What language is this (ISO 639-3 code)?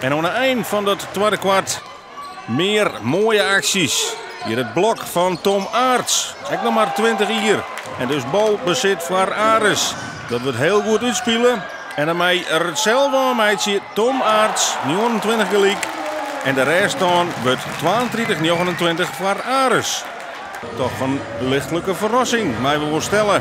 fry